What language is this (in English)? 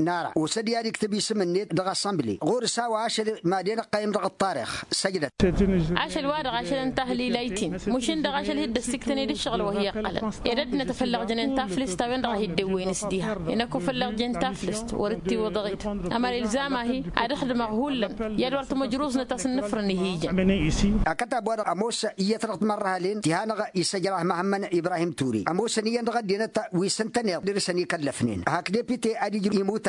Tamasheq